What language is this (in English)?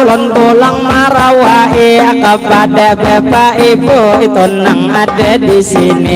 Banjar